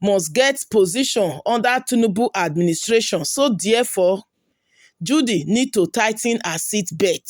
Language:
Nigerian Pidgin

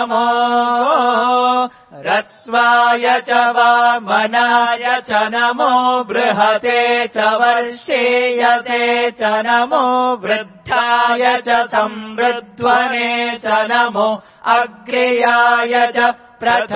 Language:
Sanskrit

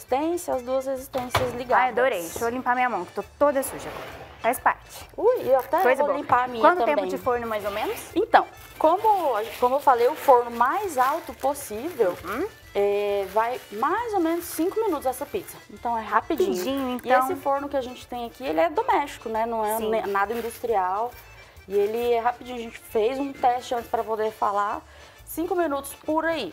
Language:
Portuguese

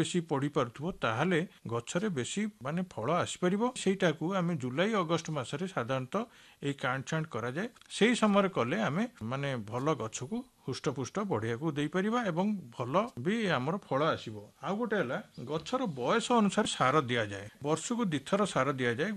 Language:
Odia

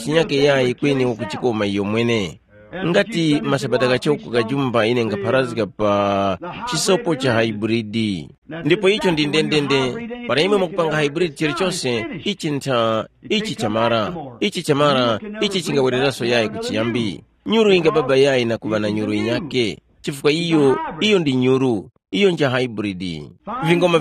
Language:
Tumbuka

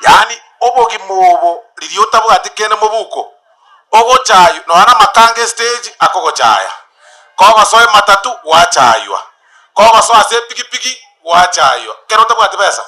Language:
Gusii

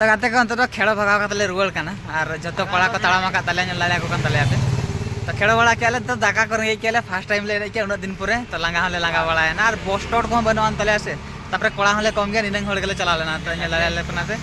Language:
Santali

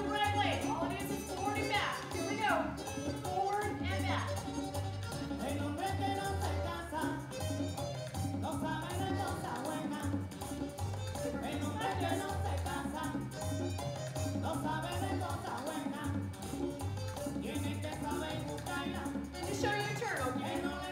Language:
English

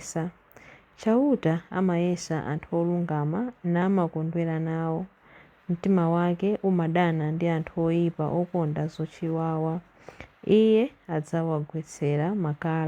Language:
Nyanja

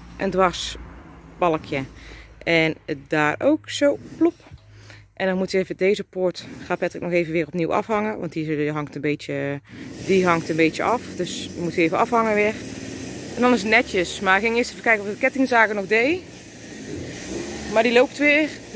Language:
Dutch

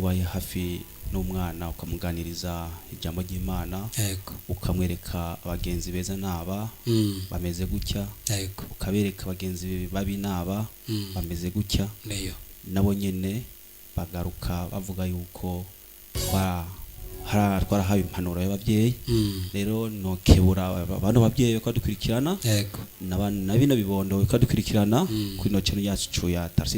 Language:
Rundi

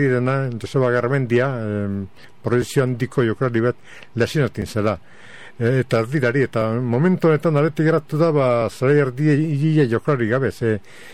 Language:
Basque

